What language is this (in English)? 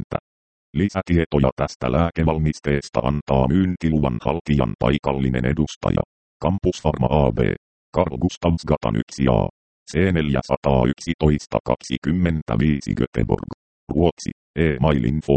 Finnish